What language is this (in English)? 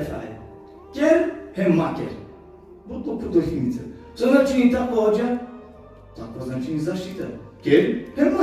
Balkan Romani